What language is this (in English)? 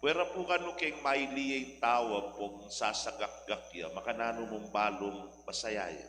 Pampanga